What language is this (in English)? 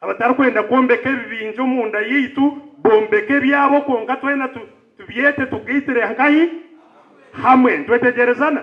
Nyankole